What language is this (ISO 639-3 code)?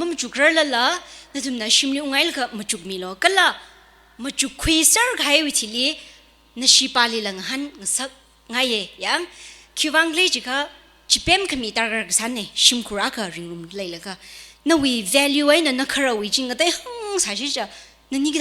nmf